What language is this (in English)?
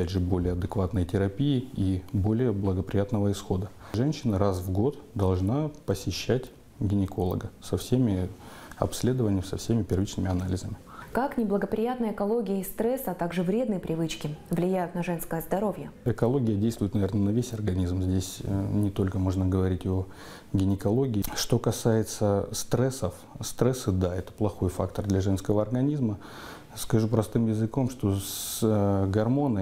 Russian